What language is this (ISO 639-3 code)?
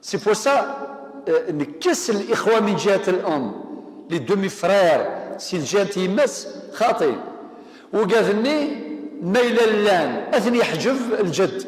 kab